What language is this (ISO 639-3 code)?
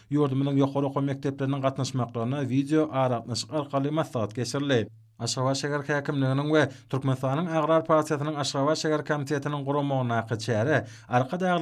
tuk